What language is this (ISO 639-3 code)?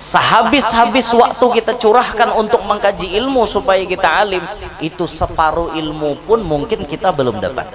bjn